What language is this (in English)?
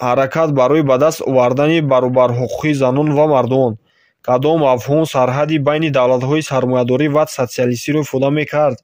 Tajik